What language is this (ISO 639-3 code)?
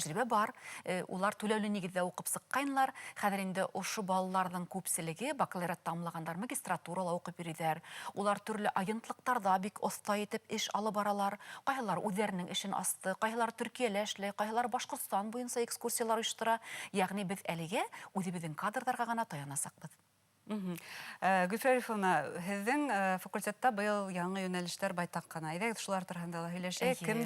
bak